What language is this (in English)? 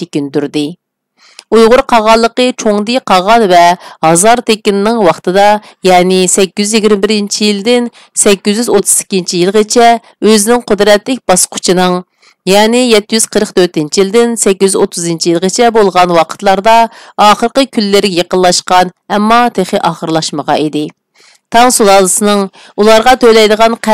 Uyghur